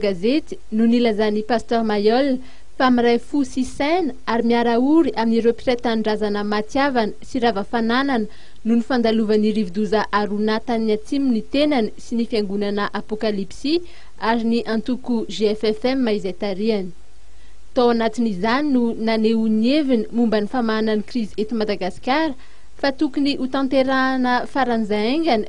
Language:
Malagasy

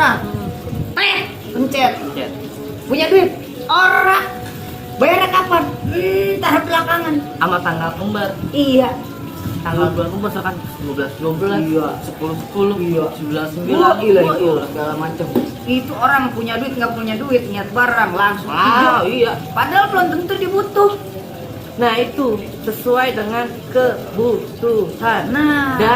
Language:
Betawi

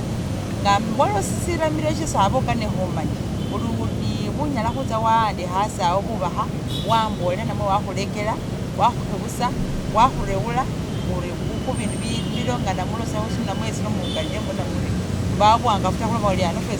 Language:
Masaaba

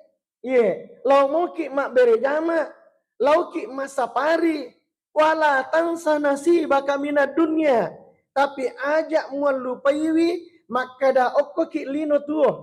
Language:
Buginese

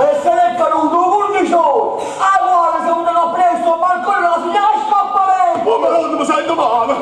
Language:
Neapolitan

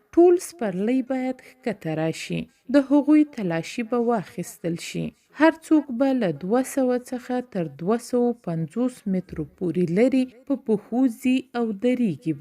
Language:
Pashto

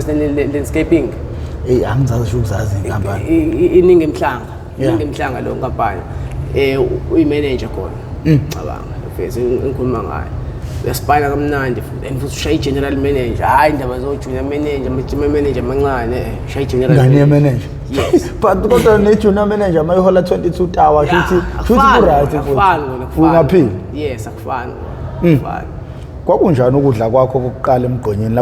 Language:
Zulu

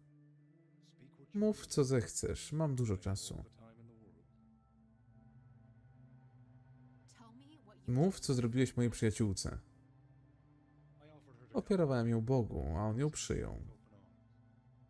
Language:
Polish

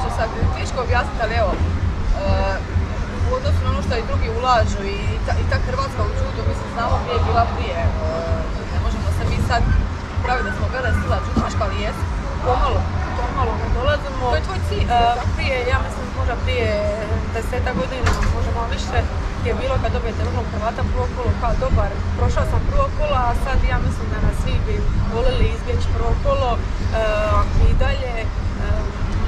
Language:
Croatian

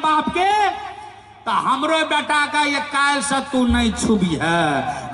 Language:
Maithili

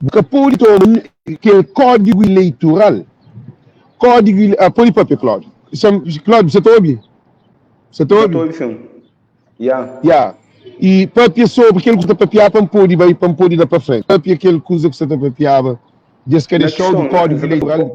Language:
Kabuverdianu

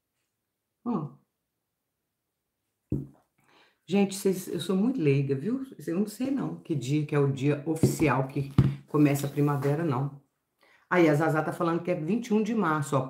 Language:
Portuguese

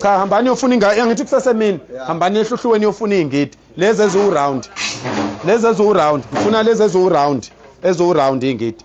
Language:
Zulu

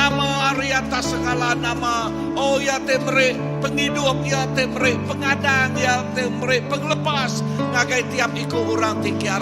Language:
Iban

